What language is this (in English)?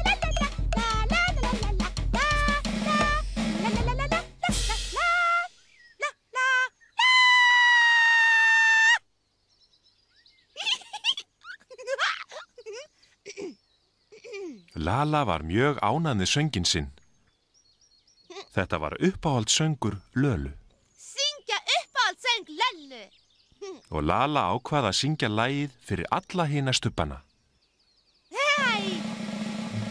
Icelandic